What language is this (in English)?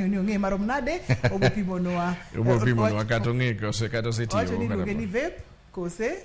Luo (Kenya and Tanzania)